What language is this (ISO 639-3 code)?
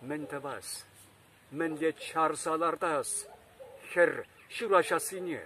chv